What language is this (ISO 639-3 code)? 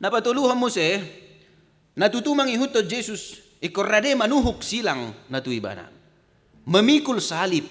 bbc